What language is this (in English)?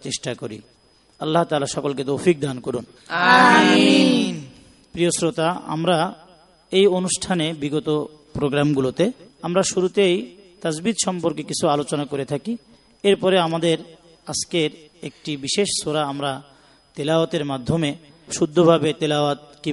Bangla